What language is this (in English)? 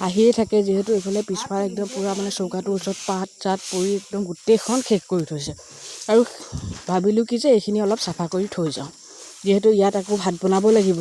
Assamese